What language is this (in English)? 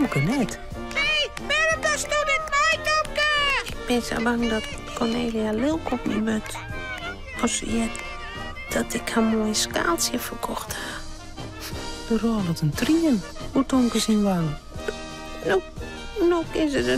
Western Frisian